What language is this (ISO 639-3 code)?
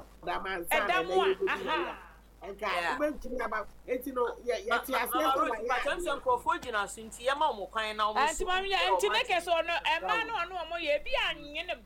aka